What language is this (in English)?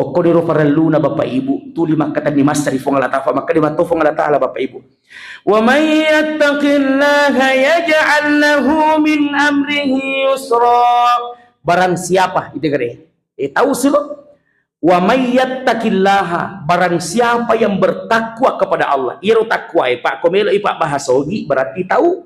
Buginese